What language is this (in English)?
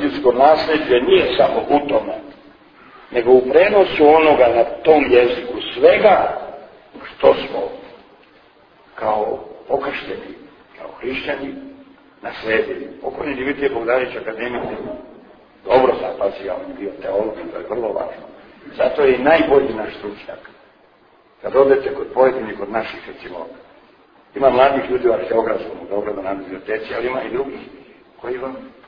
Serbian